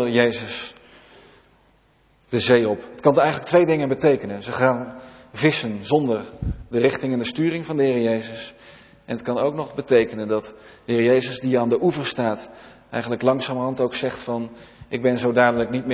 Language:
Dutch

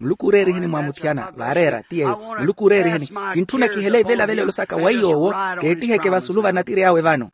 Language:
Makhuwa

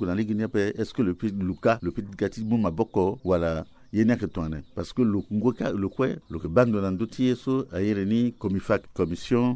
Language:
Sango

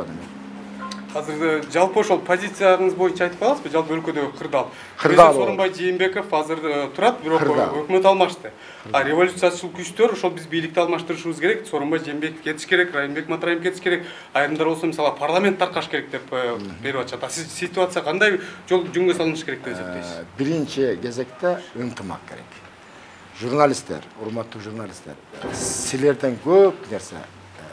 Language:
Kyrgyz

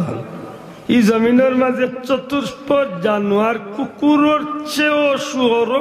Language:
Sylheti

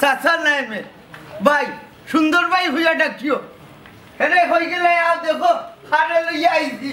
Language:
Sylheti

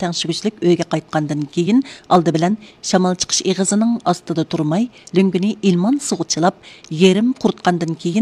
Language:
Uyghur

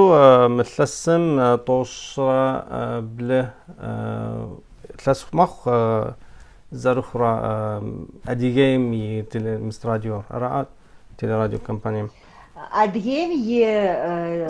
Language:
Adyghe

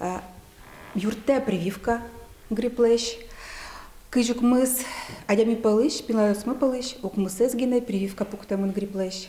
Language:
Udmurt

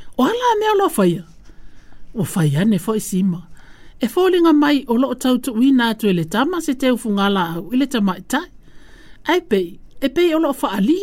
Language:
Samoan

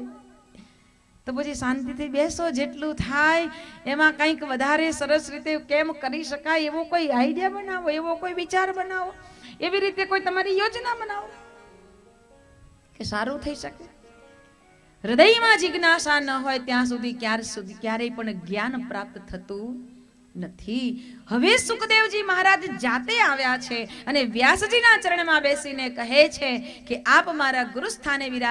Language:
Gujarati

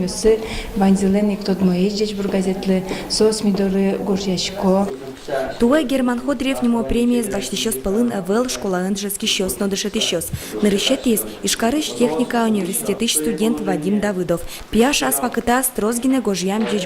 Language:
Udmurt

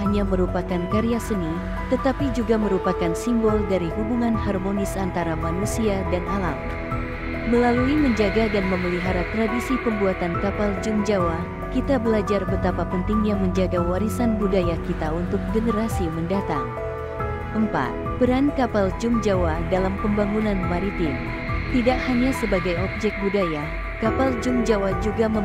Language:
Indonesian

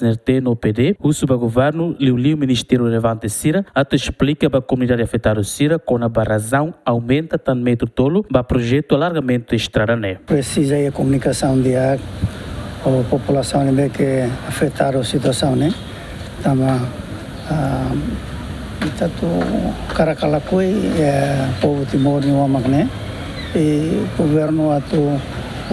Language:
Tetum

